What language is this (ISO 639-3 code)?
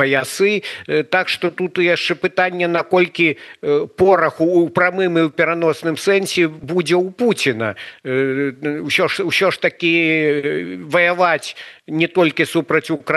bel